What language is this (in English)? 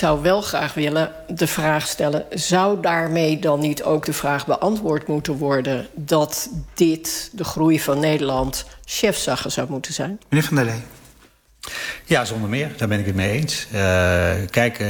Dutch